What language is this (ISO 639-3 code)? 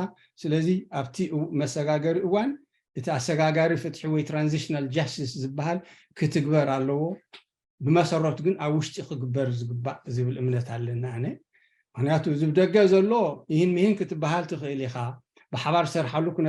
tir